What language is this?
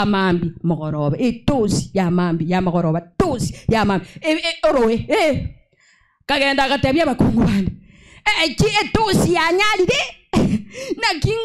Gusii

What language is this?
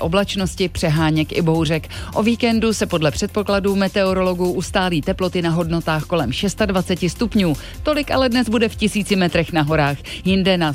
Czech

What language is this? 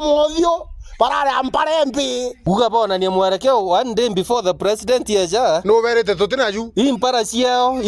Meru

